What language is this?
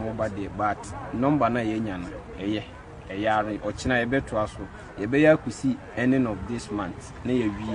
Akan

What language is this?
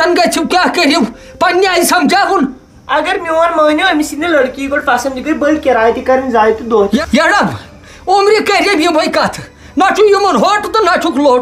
Kashmiri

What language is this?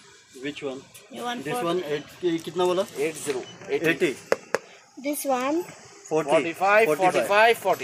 Filipino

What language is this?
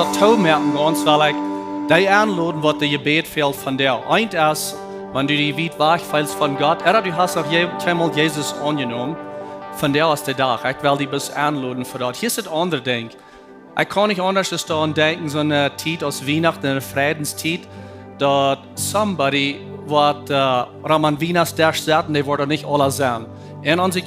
Plautdietsch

